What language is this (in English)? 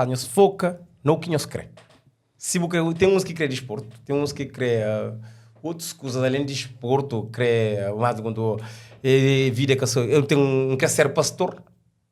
Kabuverdianu